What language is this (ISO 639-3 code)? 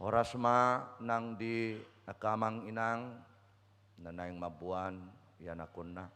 bbc